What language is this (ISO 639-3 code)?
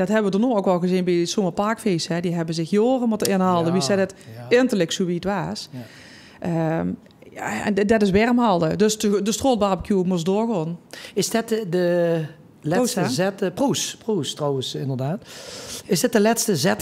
lim